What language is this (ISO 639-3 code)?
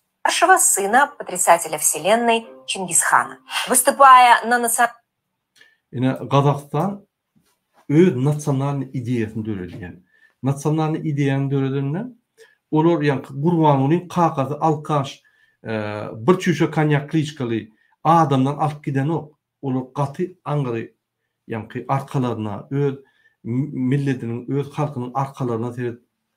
tuk